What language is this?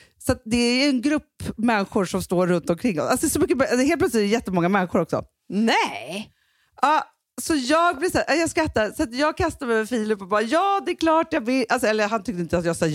Swedish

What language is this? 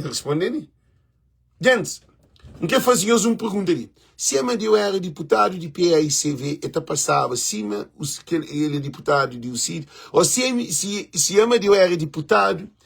Kabuverdianu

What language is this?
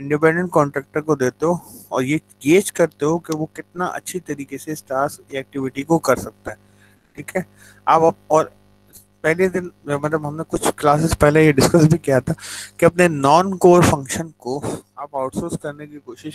Hindi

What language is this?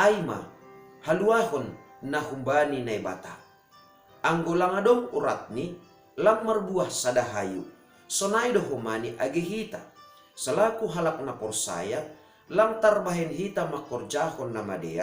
Batak Simalungun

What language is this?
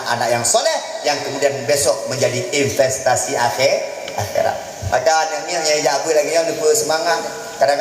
Achinese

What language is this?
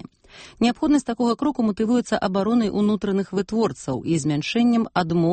Belarusian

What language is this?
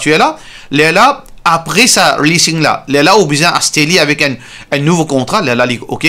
Morisyen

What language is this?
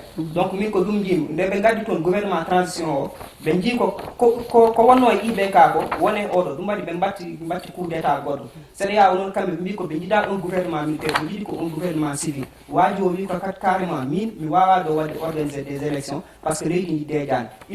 Fula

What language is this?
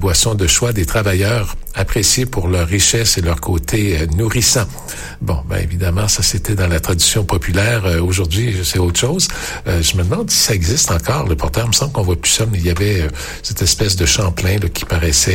French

